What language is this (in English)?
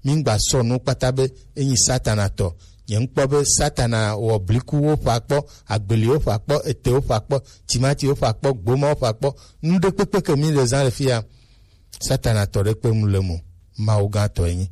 Gen